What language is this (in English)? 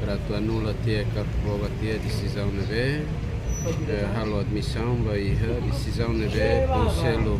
Tetum